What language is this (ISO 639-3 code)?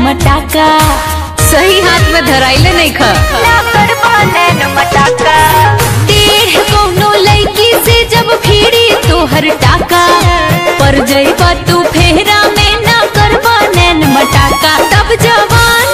bho